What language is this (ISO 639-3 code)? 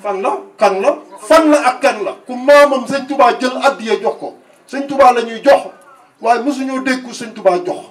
wol